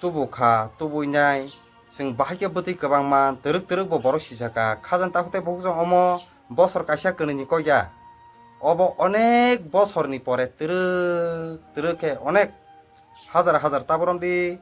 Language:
Kok Borok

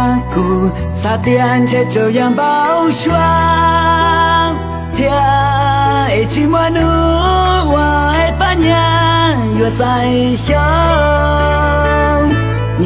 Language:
Hmong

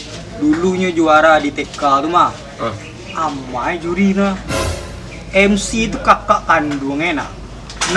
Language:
Minangkabau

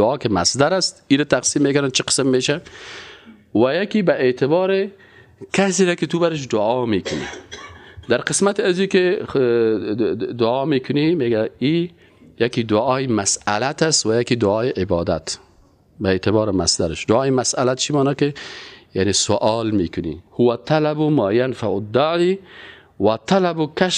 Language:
Persian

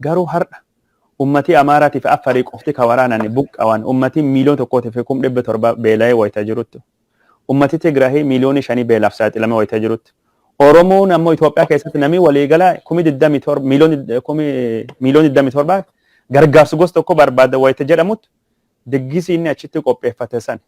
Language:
Oromo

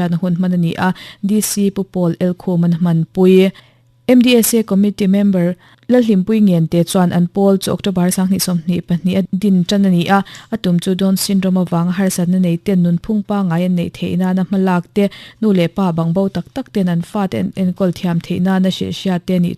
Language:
Mizo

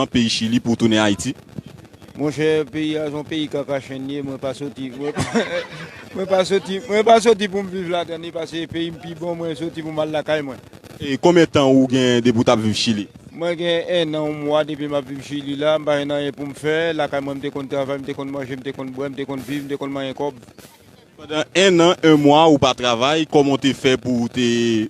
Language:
Haitian Creole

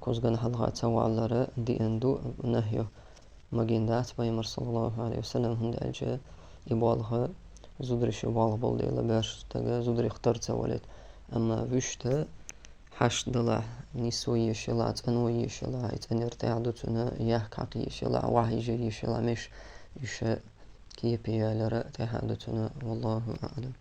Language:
Chechen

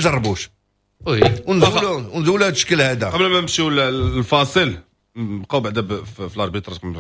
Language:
Moroccan Arabic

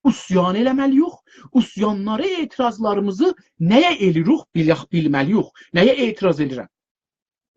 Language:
South Azerbaijani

